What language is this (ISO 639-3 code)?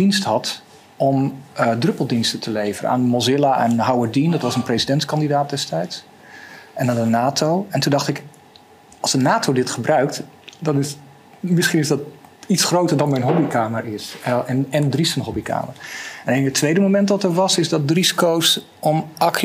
nld